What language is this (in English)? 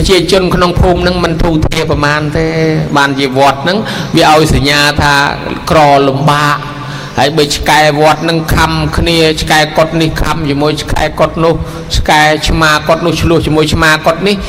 Khmer